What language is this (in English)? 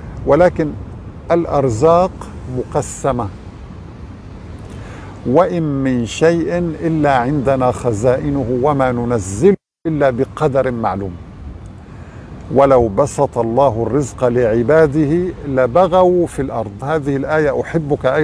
Arabic